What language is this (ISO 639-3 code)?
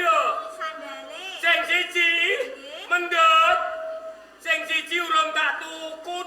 jav